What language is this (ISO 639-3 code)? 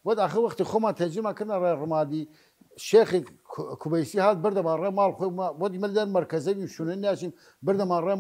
sdh